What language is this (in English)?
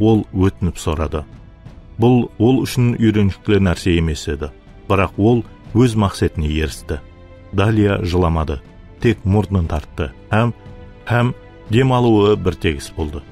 Kara-Kalpak